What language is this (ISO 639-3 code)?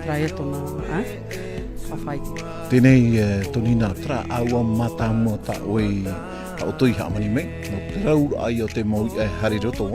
tah